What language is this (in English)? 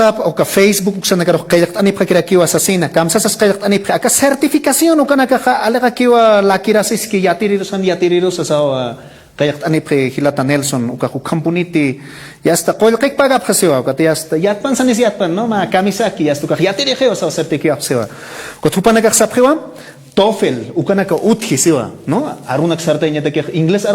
Aymara